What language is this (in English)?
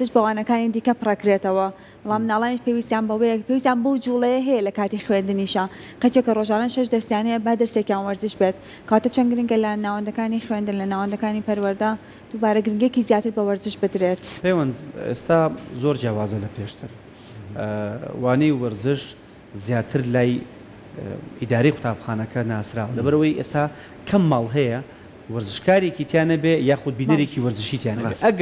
Central Kurdish